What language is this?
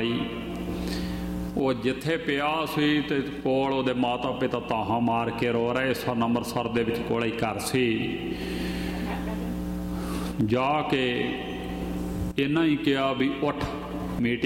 Punjabi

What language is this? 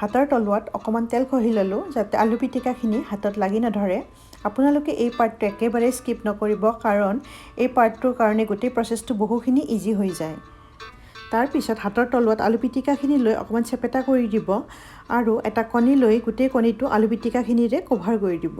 Assamese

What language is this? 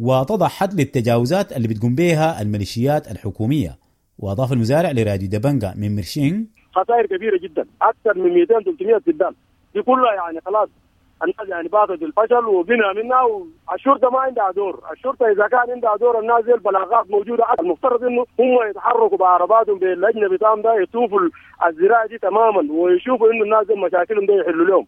Sudanese Arabic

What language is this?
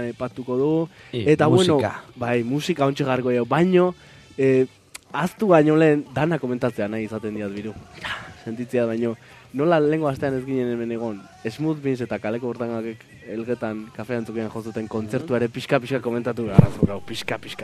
Basque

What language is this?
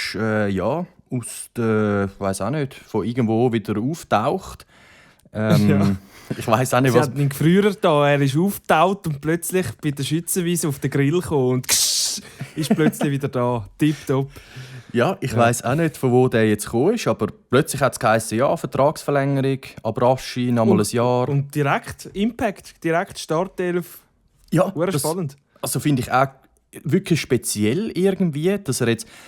Swiss German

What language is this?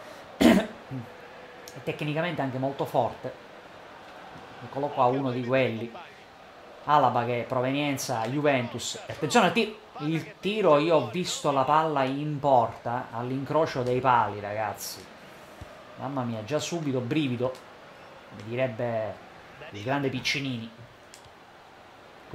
Italian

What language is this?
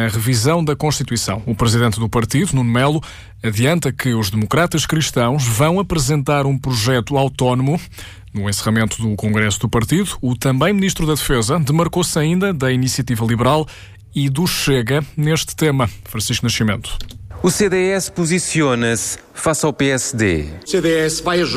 Portuguese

